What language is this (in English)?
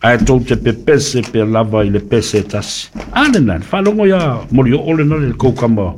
Samoan